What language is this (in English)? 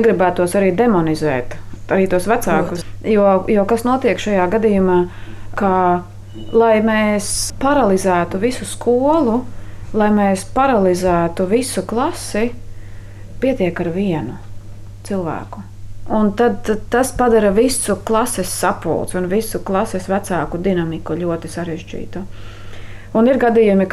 Latvian